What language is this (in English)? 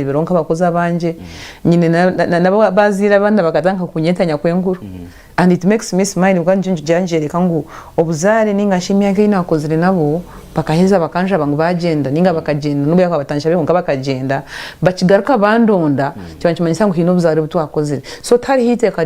Nyankole